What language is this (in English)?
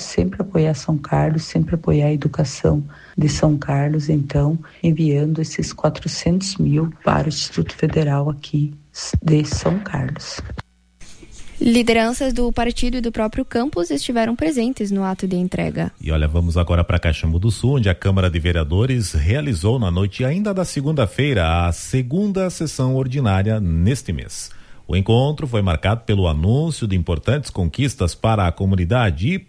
Portuguese